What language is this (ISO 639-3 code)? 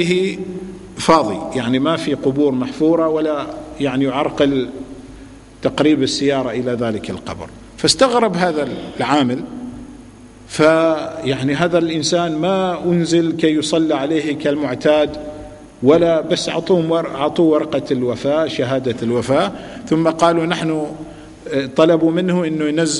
ara